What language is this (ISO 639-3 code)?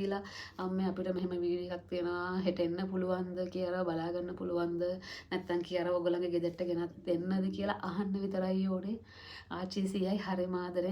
sin